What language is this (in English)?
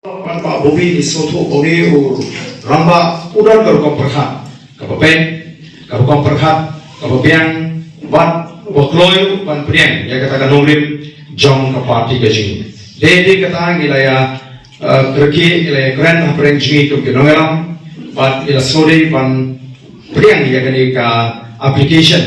Khasi